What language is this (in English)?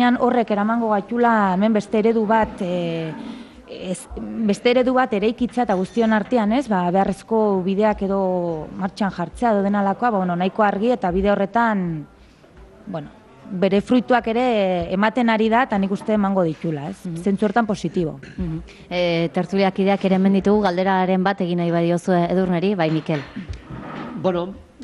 Basque